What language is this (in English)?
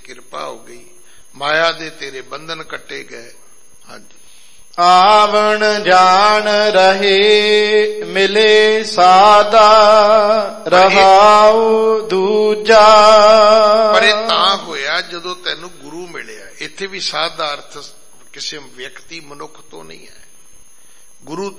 Punjabi